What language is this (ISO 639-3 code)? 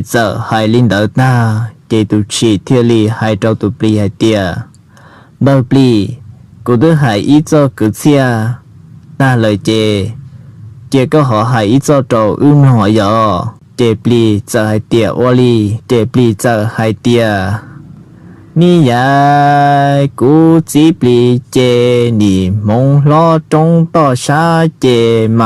hmn